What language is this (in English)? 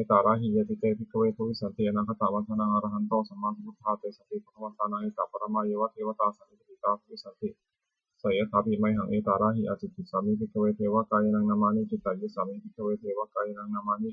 Pali